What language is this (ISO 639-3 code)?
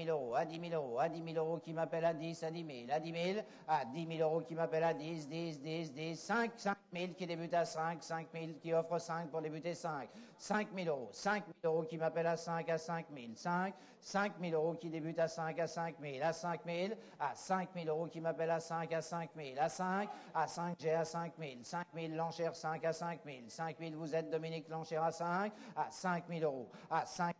fra